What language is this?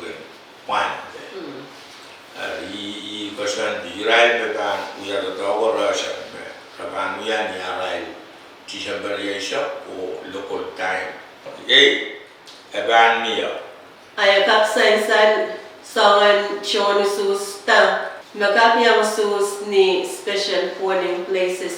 Pohnpeian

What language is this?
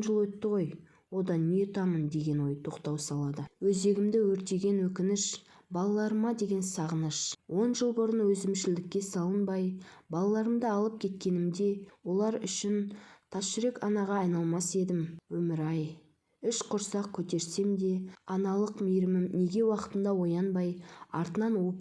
Kazakh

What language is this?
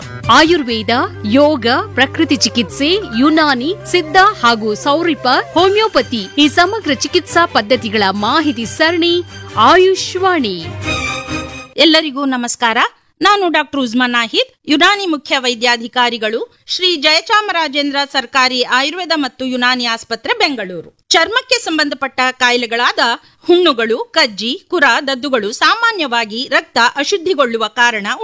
Kannada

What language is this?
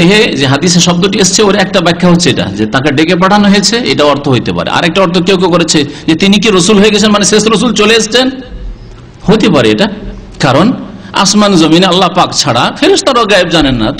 Bangla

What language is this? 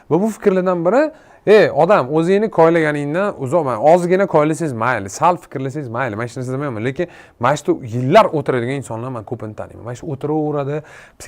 Uzbek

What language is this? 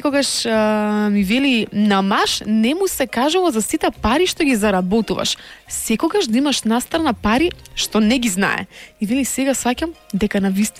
Macedonian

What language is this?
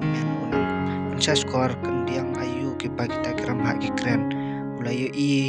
Khasi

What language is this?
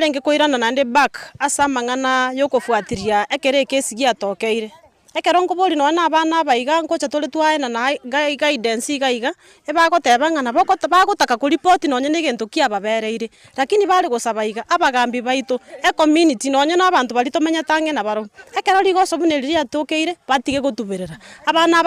Gusii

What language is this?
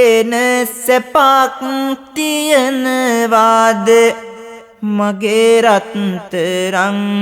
Sinhala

